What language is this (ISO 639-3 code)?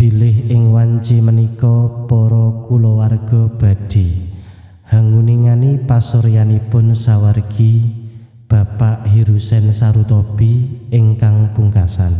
jav